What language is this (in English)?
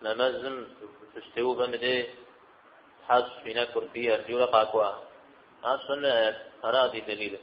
Kabardian